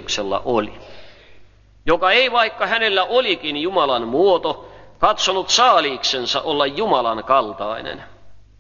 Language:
Finnish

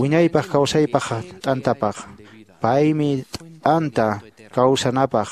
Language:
Quechua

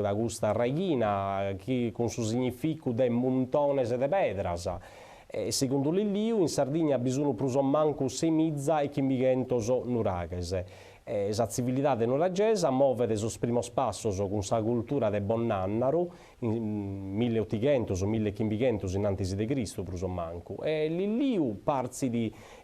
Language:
Sardinian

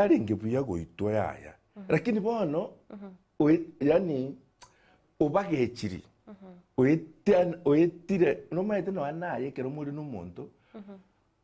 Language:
Gusii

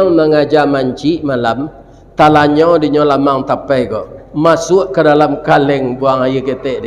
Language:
Minangkabau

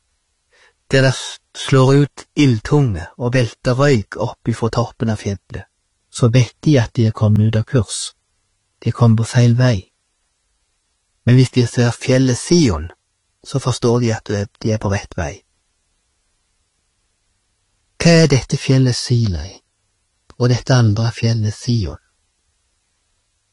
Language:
Norwegian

